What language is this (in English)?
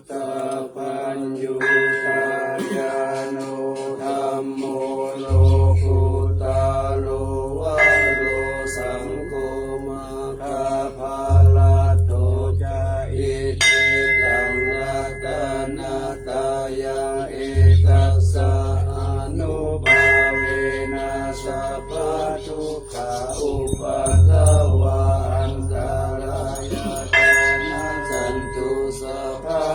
Pali